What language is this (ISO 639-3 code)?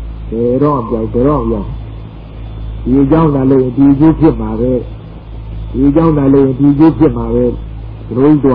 mya